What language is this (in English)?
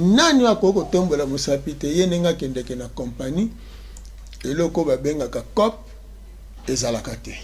Lingala